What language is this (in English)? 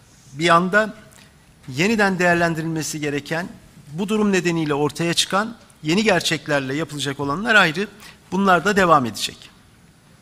Turkish